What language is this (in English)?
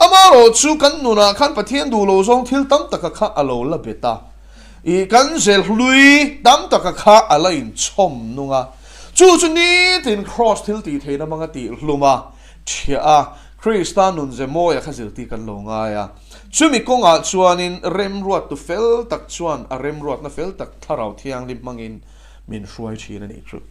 Mizo